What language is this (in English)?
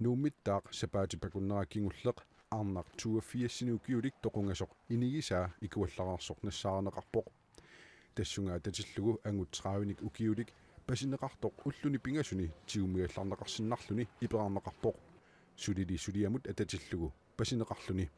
Kalaallisut